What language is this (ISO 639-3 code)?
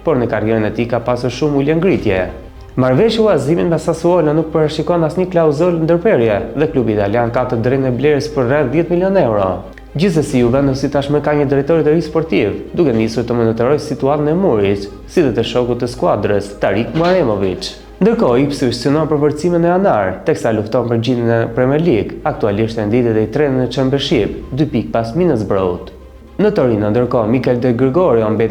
sqi